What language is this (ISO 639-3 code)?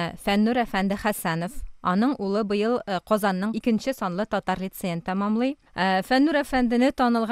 tat